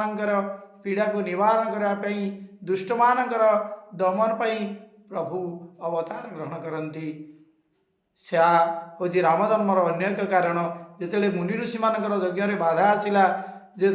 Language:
Odia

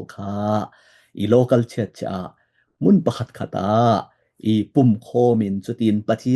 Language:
Falam Chin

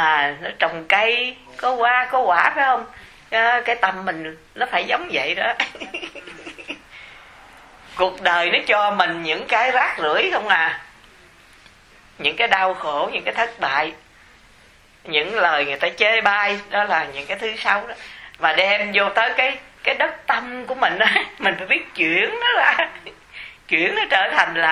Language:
Vietnamese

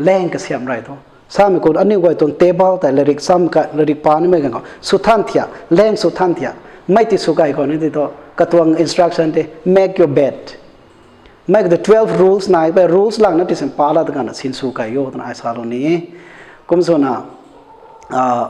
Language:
Rongmei Naga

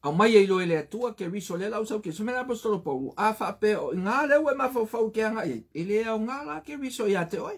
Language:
Samoan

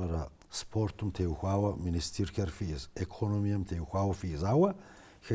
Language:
Kabardian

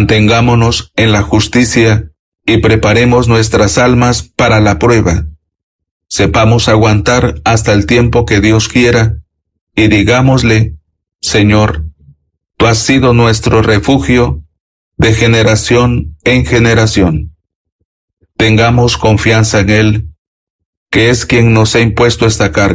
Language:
Spanish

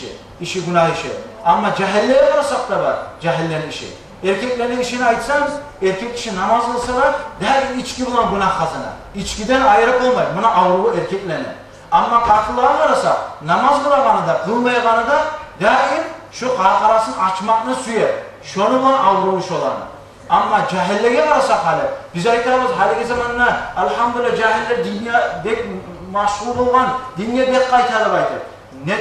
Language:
Kumyk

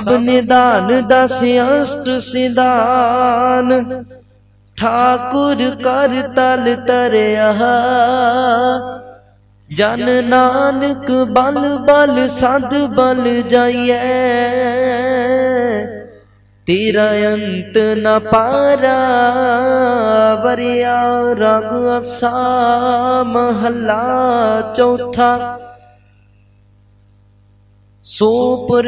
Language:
Punjabi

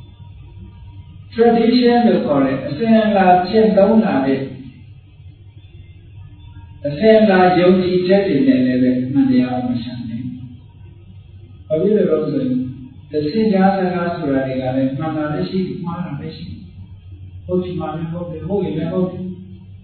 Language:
Burmese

